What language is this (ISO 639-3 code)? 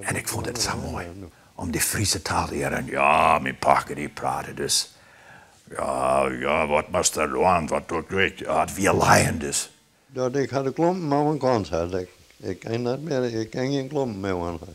fry